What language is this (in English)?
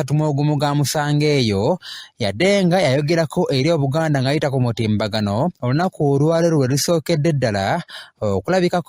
Ganda